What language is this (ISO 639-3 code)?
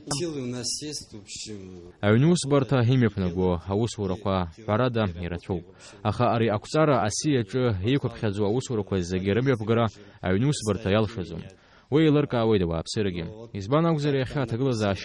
abk